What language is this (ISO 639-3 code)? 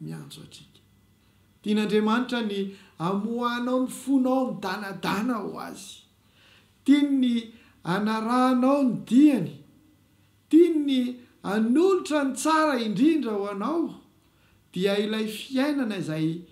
mlg